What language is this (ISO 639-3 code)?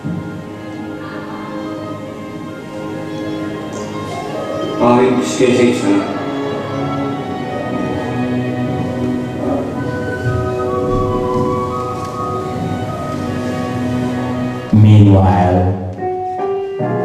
est